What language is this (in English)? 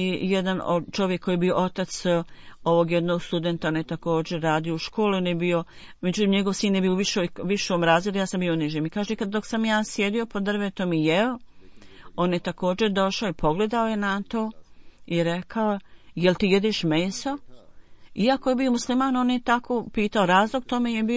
Bosnian